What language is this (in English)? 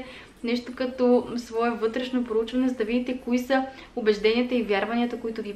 Bulgarian